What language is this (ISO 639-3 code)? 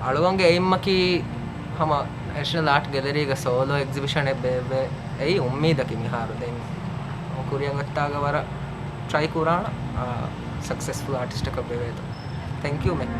div